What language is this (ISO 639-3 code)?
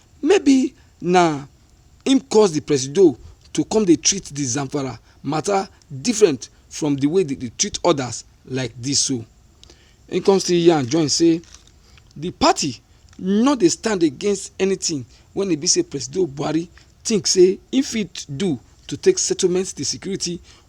pcm